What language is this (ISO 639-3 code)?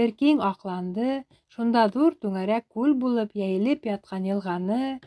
bak